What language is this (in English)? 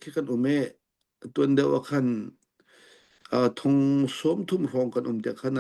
Hakha Chin